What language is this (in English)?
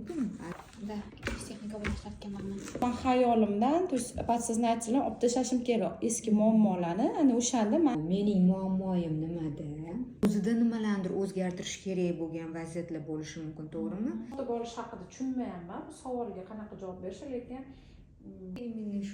Uzbek